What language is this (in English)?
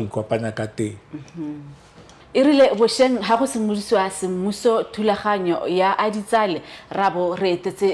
Tswana